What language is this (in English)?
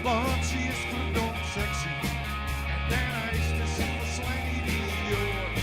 Western Frisian